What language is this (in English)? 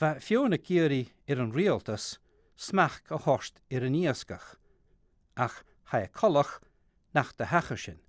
Scottish Gaelic